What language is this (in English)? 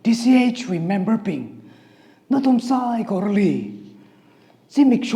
Tangkhul Naga (India)